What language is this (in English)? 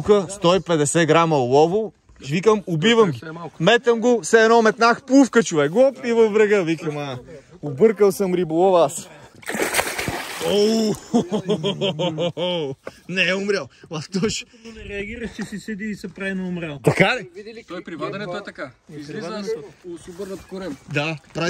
Bulgarian